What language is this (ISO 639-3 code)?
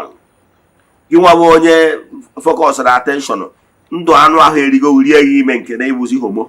ibo